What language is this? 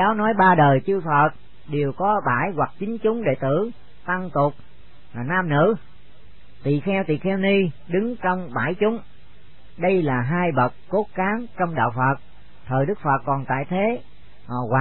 Vietnamese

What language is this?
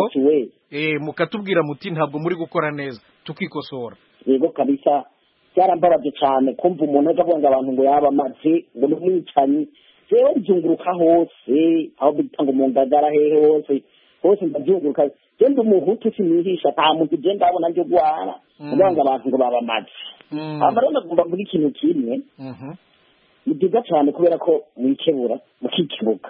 Kinyarwanda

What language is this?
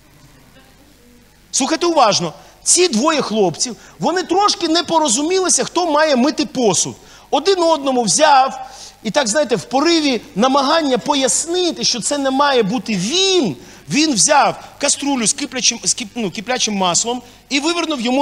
Ukrainian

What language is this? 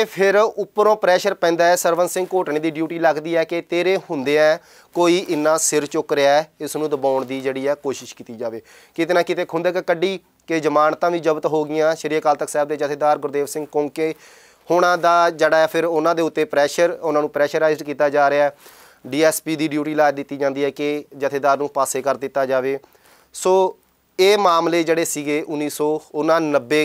Punjabi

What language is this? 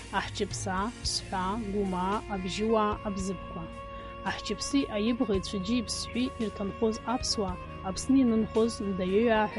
Abkhazian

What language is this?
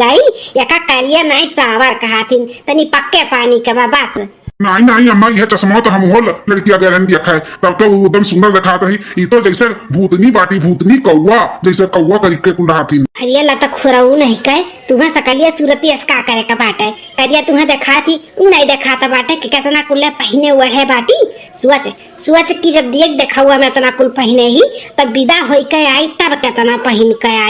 Awadhi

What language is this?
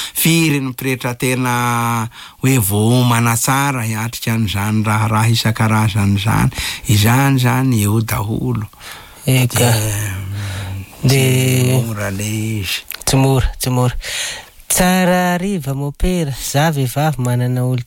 Malagasy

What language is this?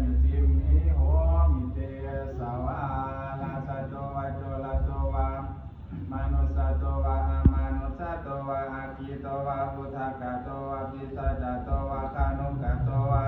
Pali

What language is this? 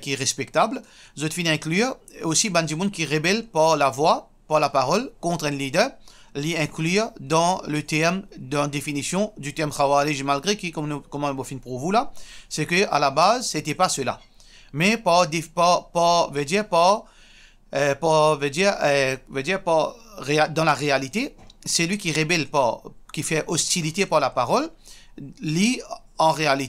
Morisyen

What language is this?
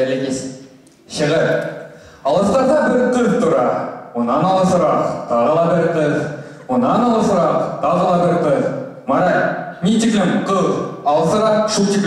Bashkir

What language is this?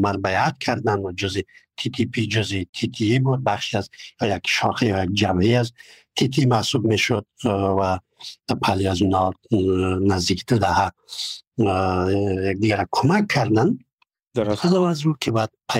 Persian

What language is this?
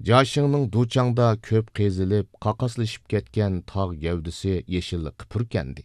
Uyghur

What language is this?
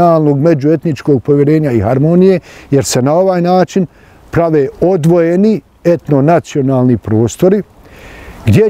Bosnian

